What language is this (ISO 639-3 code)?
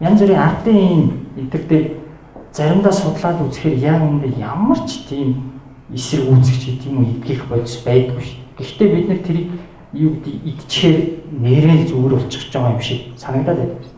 mon